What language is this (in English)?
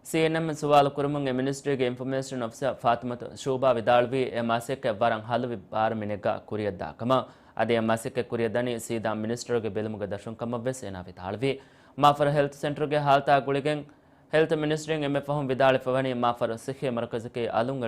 Divehi